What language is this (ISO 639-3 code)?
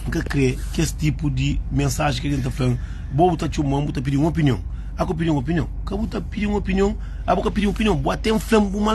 kea